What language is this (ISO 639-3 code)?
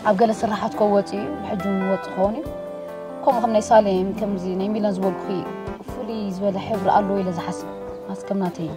tir